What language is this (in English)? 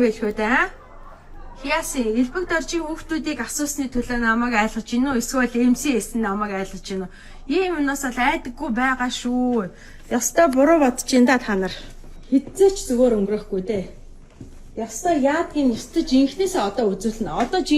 Mongolian